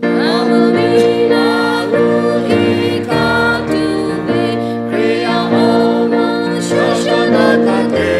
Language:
Lahu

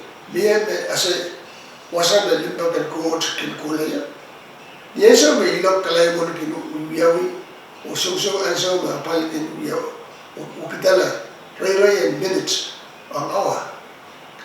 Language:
Pohnpeian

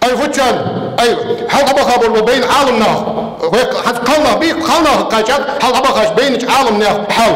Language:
Ingush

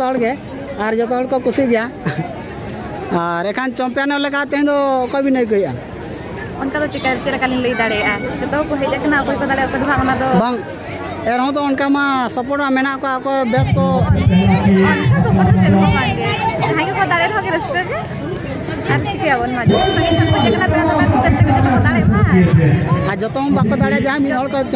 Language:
Santali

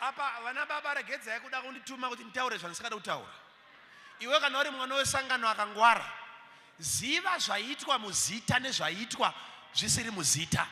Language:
Shona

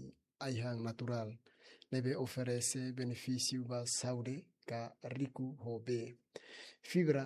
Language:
Tetum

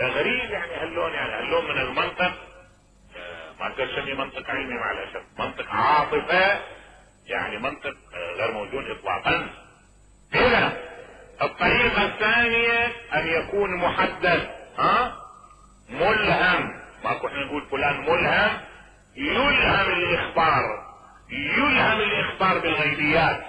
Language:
Mesopotamian Arabic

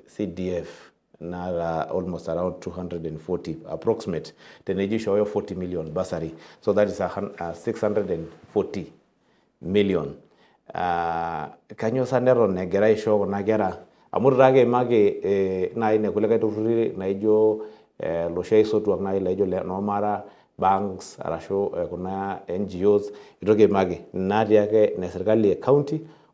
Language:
Masai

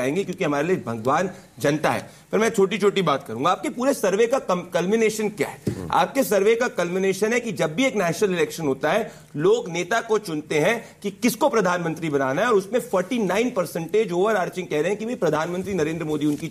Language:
Hindi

